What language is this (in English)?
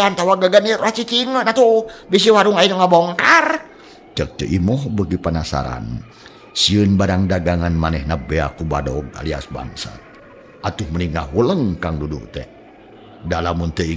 Sundanese